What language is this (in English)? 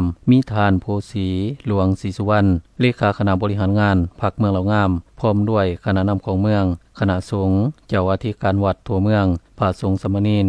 Lao